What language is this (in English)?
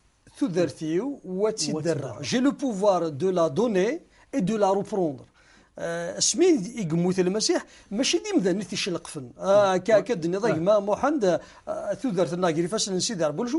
Kabyle